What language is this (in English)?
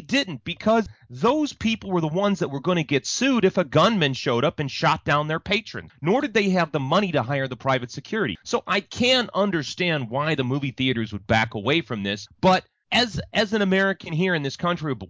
English